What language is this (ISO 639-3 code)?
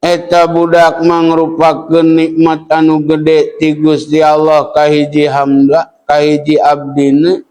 sun